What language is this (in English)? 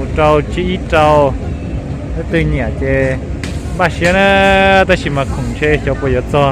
Hmong